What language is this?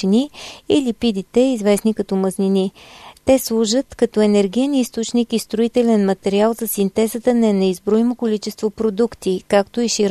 Bulgarian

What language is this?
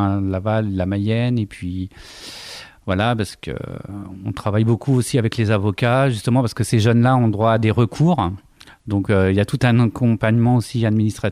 French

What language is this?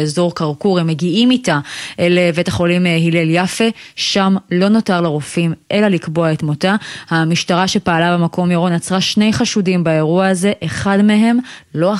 Hebrew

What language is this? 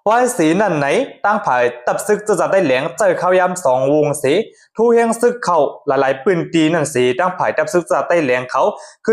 Shan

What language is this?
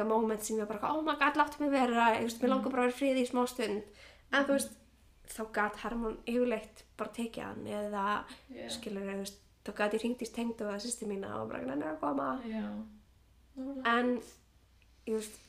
Icelandic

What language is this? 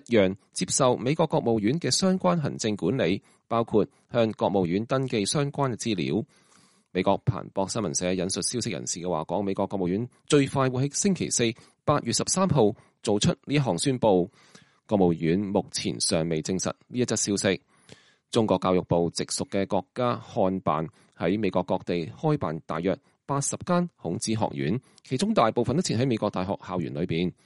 Cantonese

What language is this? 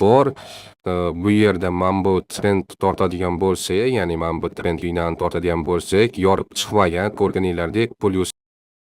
Uzbek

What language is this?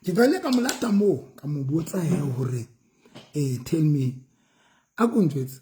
Southern Sotho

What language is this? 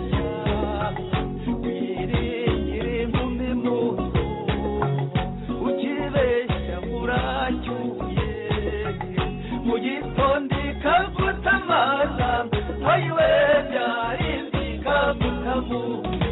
Kinyarwanda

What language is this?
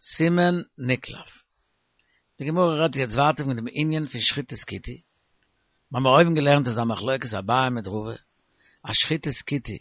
Yiddish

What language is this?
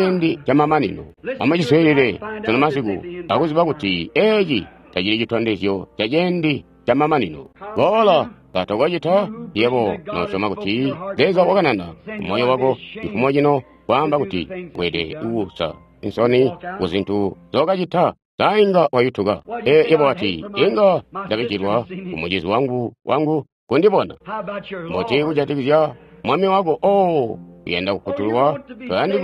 Tonga (Zambia)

